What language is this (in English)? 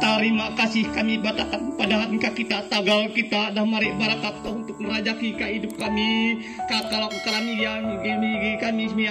Kendayan